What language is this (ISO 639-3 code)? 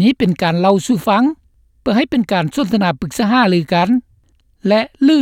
lao